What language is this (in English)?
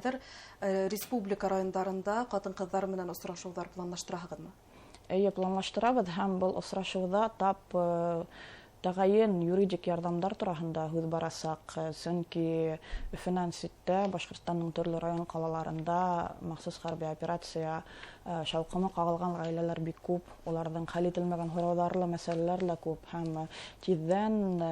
Bashkir